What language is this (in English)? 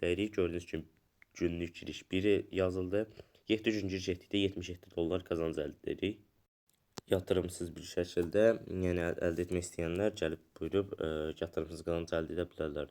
Azerbaijani